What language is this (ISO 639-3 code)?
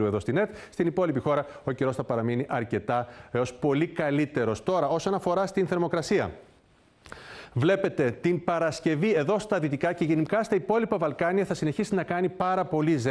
ell